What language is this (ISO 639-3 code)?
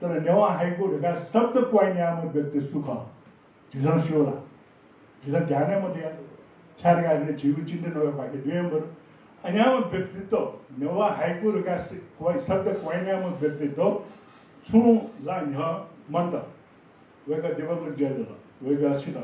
new